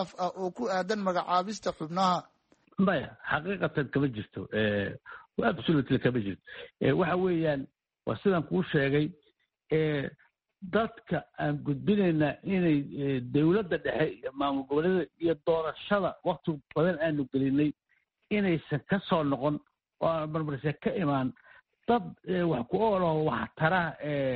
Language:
Somali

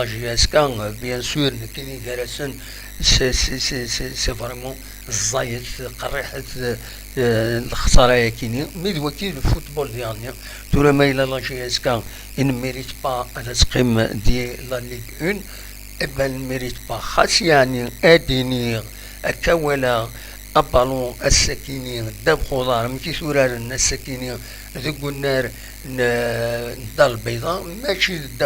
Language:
Kabyle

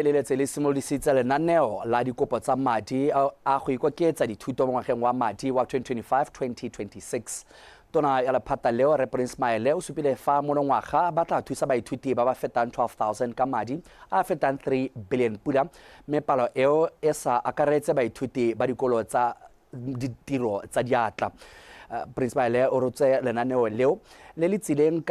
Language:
Tswana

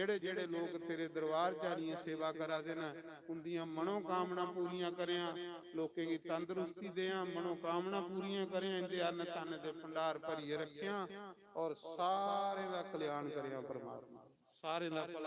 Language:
Dogri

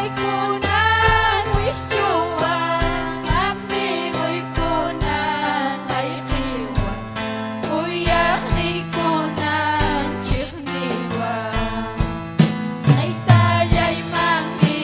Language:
Ayacucho Quechua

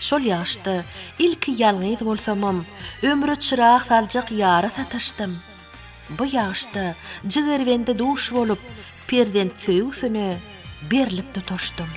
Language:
Turkmen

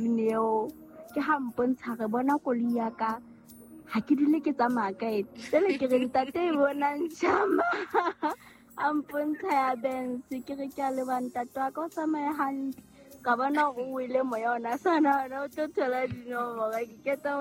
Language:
Southern Sotho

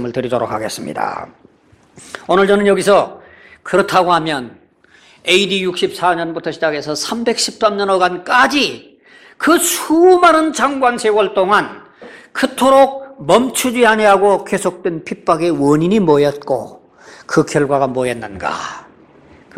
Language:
Korean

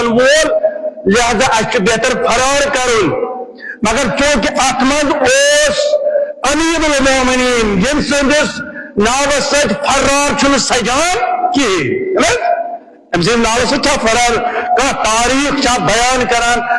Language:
Kashmiri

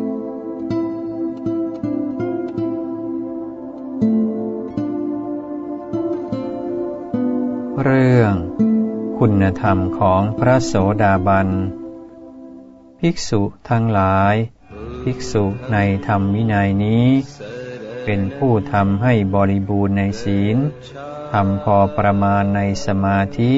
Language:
Thai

